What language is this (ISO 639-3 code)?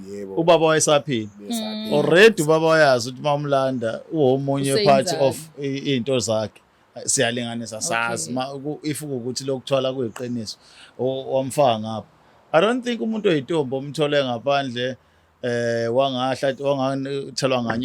zul